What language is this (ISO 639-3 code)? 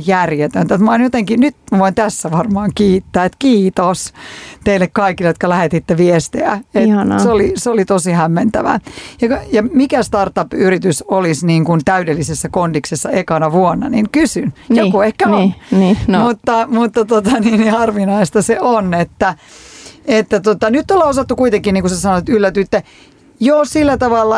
fin